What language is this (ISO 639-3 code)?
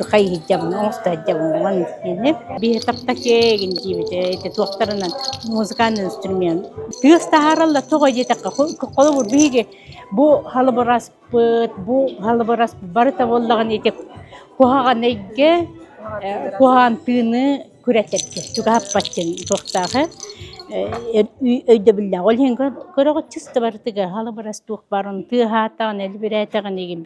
sah